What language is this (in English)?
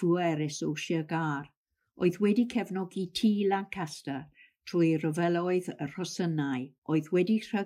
Welsh